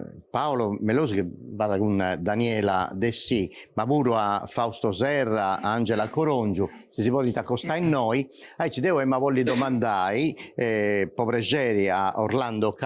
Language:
Sardinian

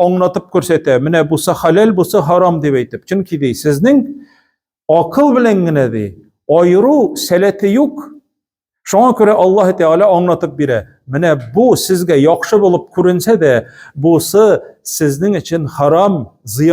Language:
Tatar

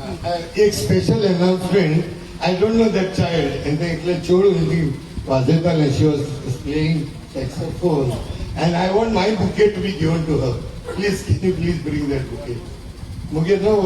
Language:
Konkani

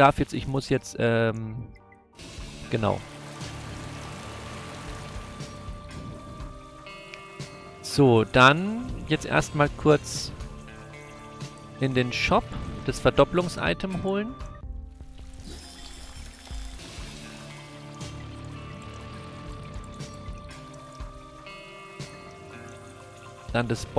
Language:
German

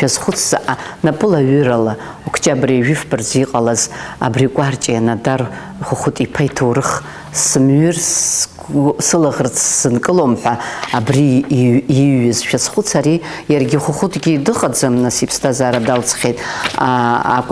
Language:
Abkhazian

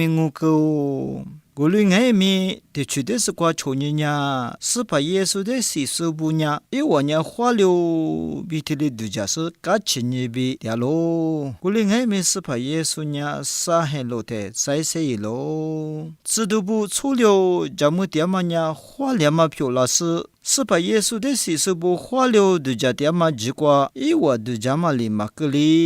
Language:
Lisu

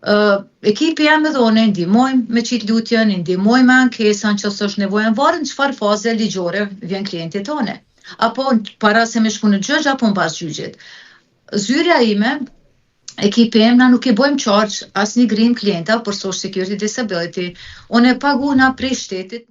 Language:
Albanian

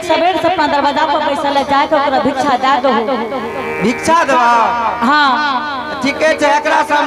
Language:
Angika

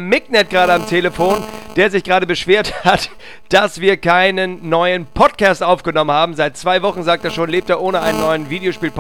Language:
German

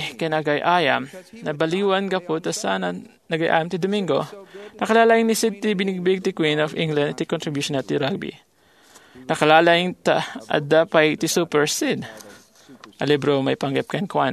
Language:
Iloko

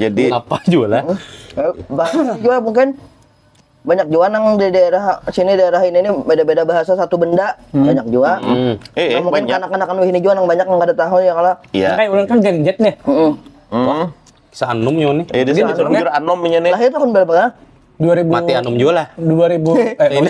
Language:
Banjar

